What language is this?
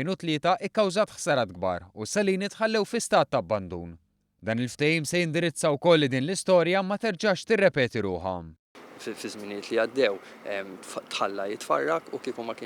Maltese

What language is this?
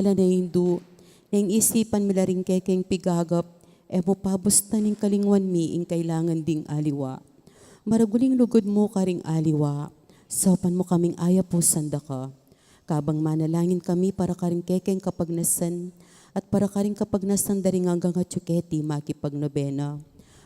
Pampanga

